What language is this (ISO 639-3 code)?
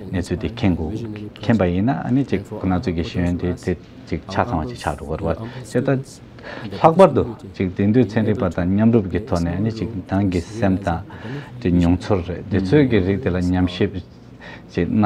bod